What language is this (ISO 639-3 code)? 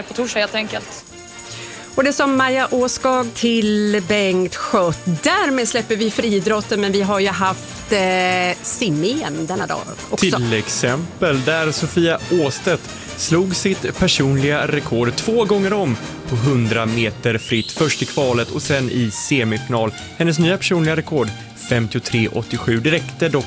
swe